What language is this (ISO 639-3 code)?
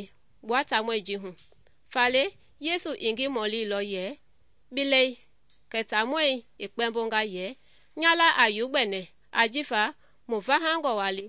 men